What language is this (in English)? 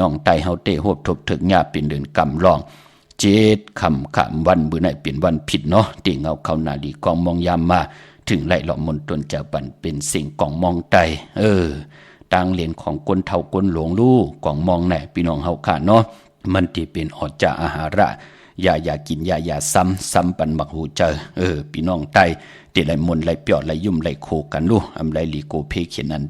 Shan